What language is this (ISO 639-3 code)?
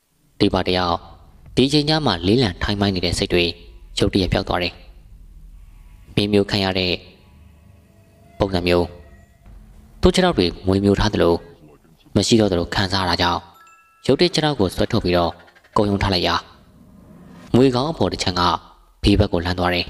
mya